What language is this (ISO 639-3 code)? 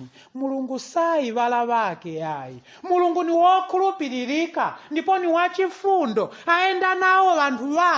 nya